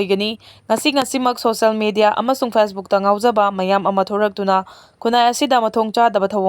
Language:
Manipuri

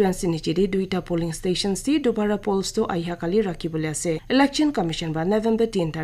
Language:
Naga Pidgin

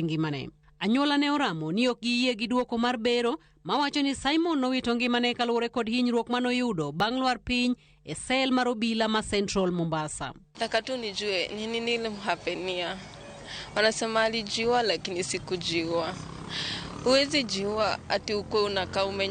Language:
Luo (Kenya and Tanzania)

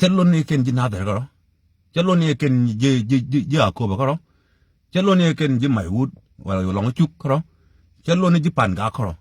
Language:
Nuer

